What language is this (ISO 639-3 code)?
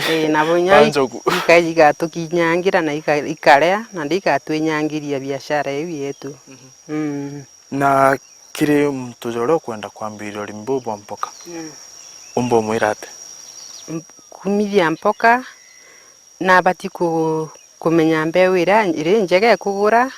mer